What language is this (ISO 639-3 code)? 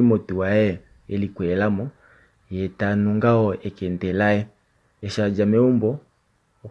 kua